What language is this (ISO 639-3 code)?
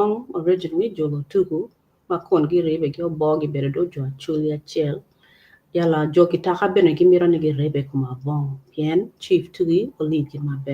ach